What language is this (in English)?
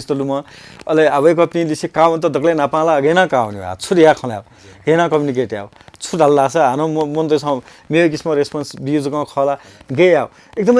Newari